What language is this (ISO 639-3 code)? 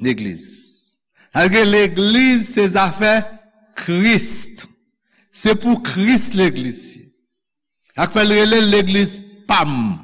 hat